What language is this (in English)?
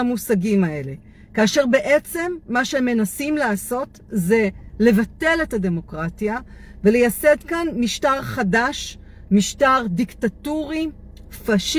Hebrew